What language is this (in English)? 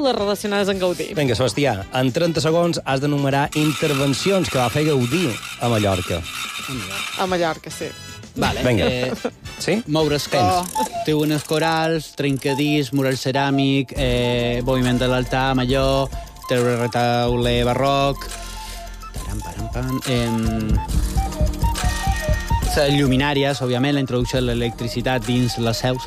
Catalan